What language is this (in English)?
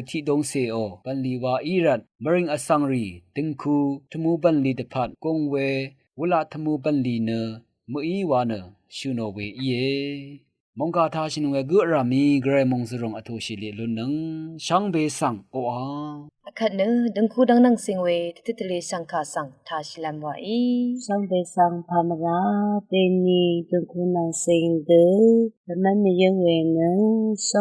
Rawang